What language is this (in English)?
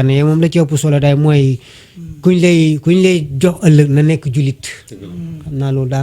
Wolof